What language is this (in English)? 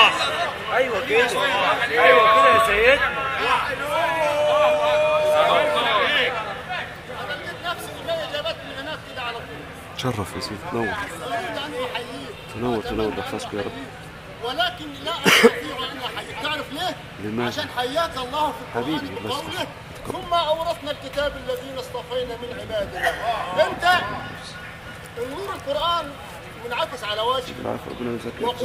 Arabic